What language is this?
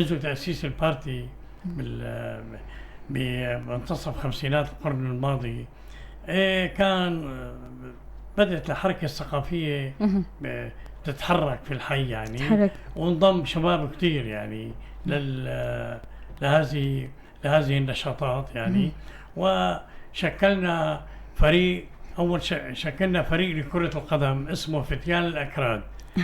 North Levantine Arabic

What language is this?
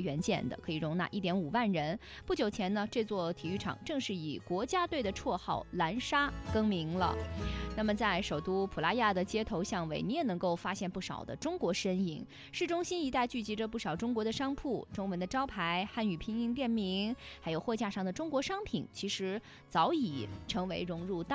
Chinese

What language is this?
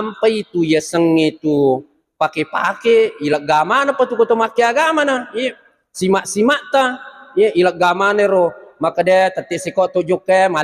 Buginese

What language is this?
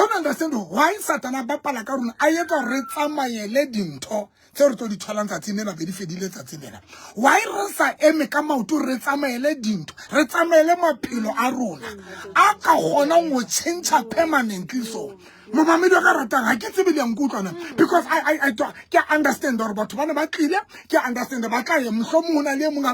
Southern Sotho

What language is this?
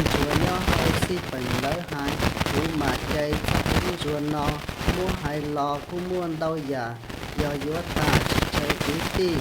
Hmong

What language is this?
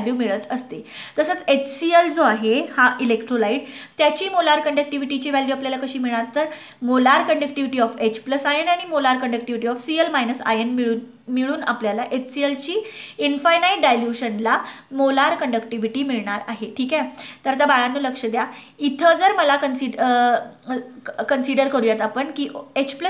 Marathi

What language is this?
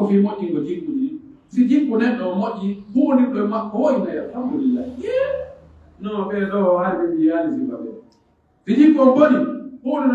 Pular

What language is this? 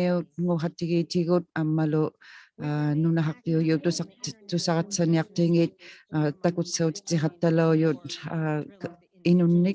Inuktitut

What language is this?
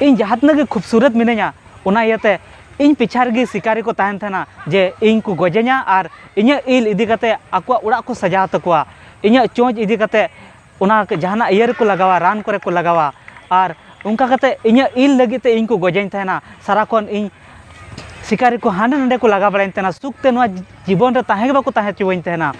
Santali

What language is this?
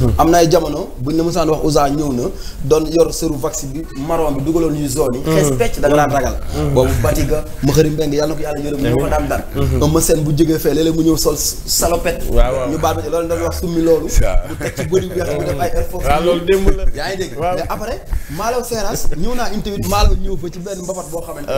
Wolof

